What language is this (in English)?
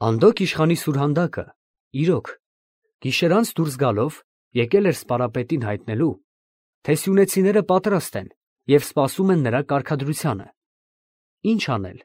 Armenian